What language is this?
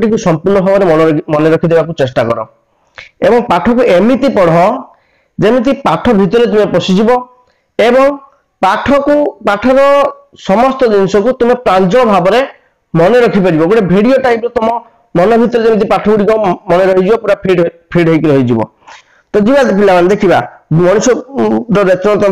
Odia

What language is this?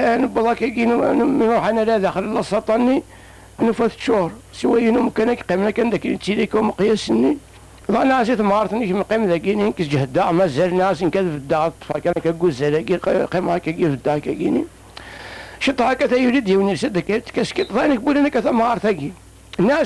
Kabyle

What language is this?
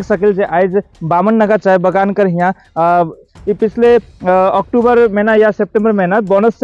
Sadri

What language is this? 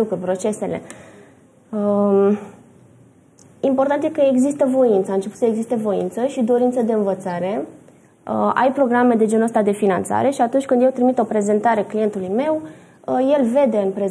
Romanian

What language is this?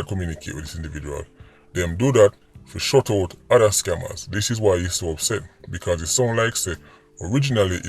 Jamaican Creole English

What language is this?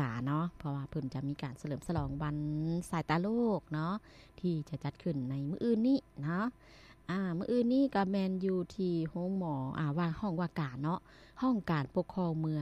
Lao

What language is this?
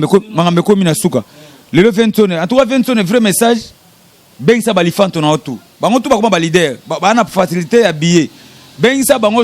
Lingala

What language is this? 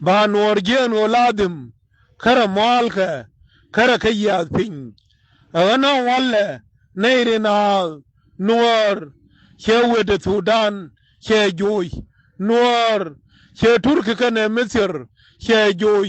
Nuer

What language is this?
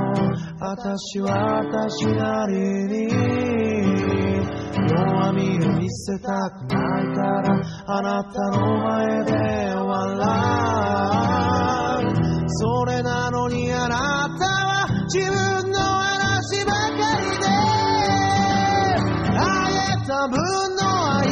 Japanese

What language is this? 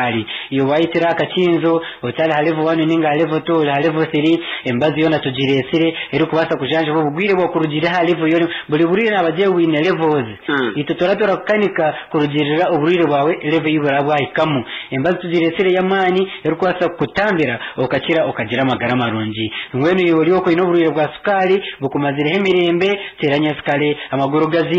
Nyankole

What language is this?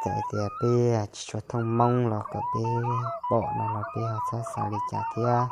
Hmong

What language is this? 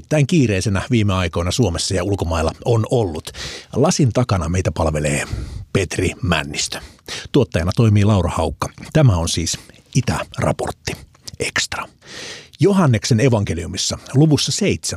Finnish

